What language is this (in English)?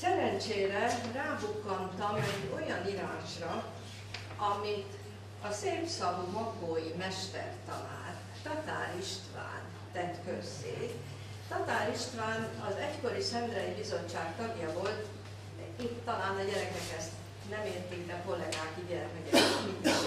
Hungarian